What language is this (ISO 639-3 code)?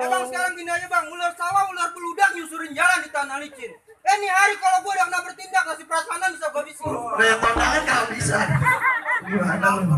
bew